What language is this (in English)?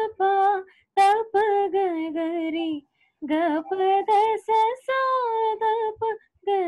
Telugu